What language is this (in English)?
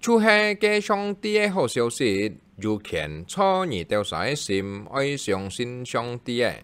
Hakka Chinese